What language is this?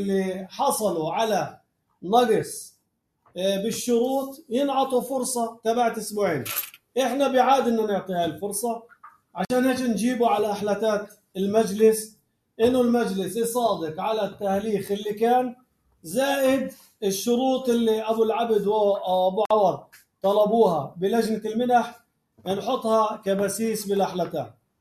North Levantine Arabic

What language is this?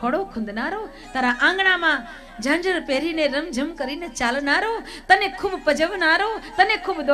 Gujarati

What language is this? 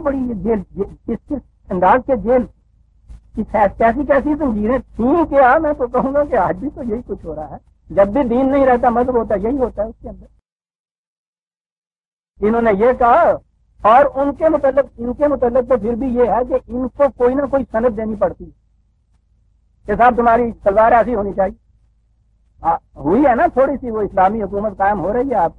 Urdu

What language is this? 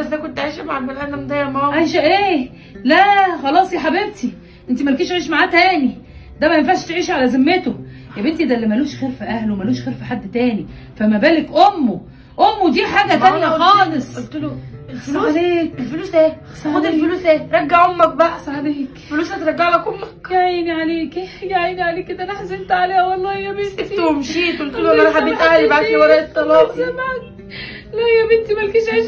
Egyptian Arabic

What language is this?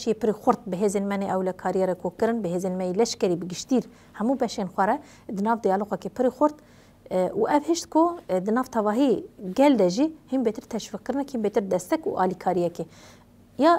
Kurdish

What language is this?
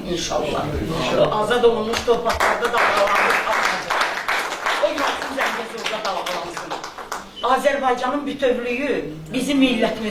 Azerbaijani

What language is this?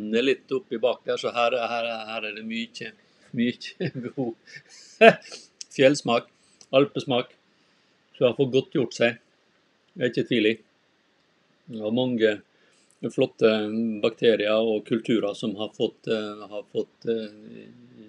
Norwegian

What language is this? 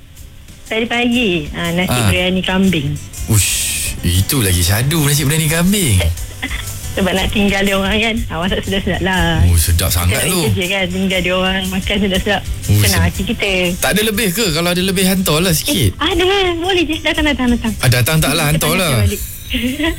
Malay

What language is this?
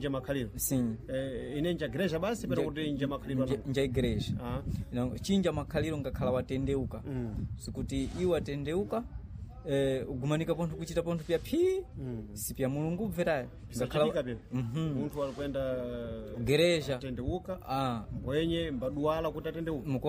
Sena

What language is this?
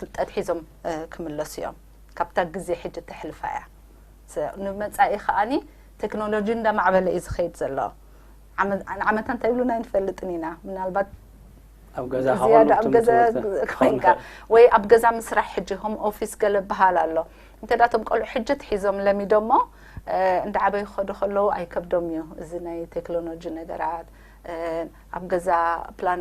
Tigrinya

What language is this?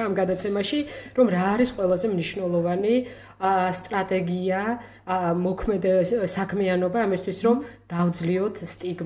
Georgian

